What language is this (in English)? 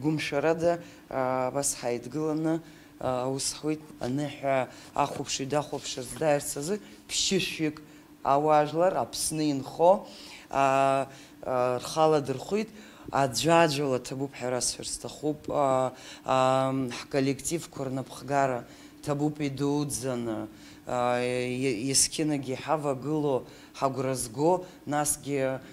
Abkhazian